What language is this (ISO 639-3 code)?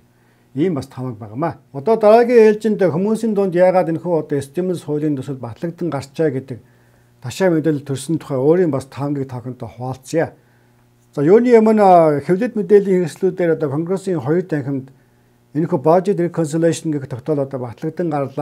mon